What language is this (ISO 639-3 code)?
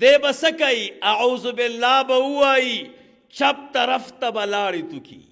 pus